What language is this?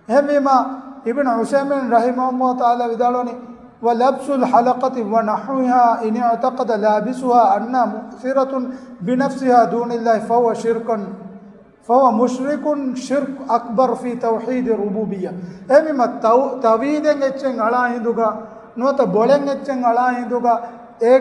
Divehi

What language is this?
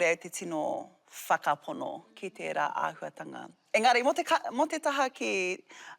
Māori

